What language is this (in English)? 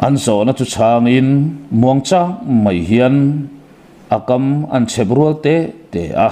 Mizo